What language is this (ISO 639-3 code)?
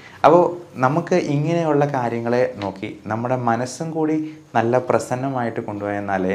mal